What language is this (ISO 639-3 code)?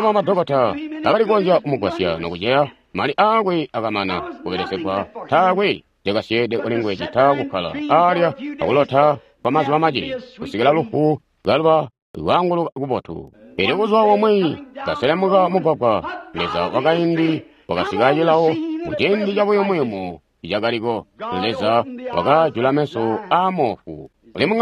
toi